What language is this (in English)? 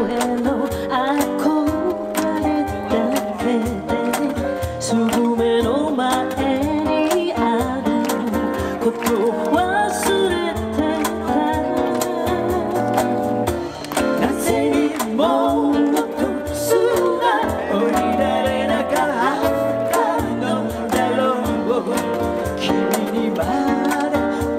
Japanese